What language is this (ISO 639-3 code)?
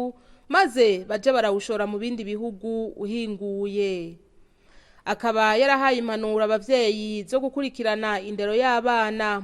run